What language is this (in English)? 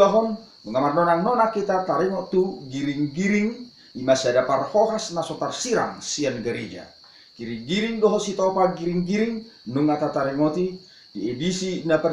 Batak Toba